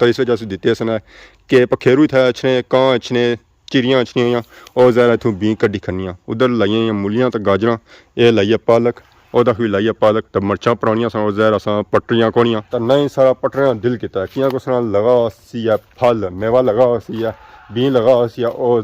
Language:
Pahari-Potwari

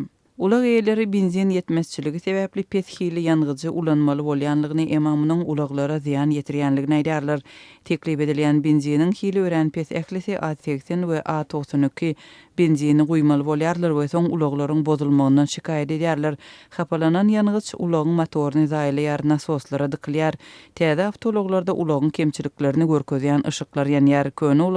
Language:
Turkmen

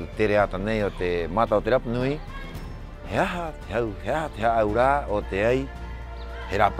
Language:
Rapanui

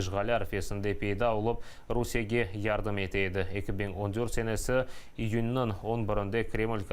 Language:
Crimean Tatar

